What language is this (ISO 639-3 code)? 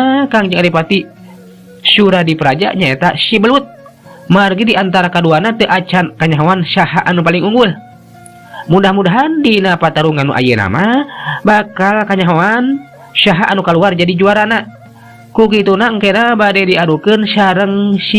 sun